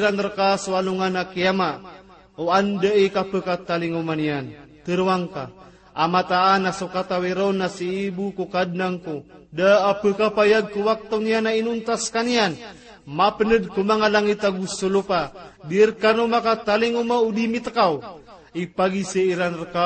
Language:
Maranao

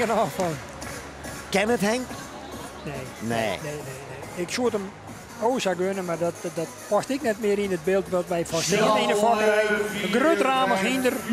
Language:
Western Frisian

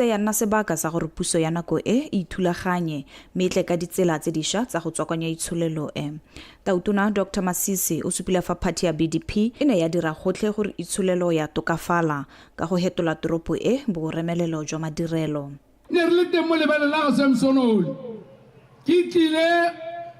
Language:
Tswana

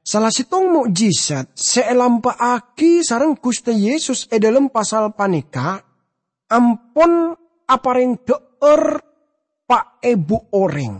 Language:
Madurese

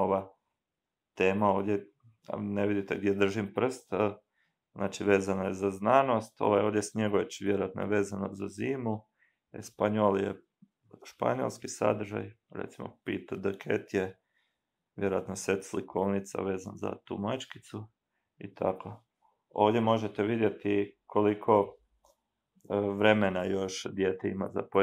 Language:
Croatian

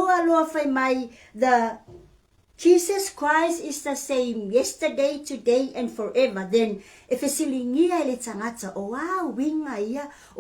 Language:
Samoan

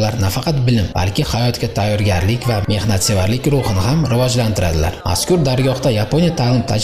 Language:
Uzbek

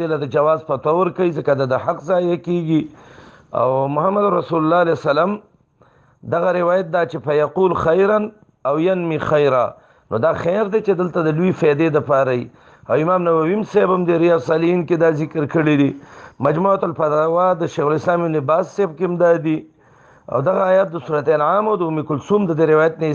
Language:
Pashto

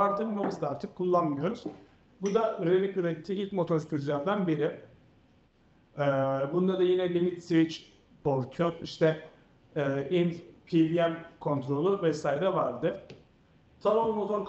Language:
Turkish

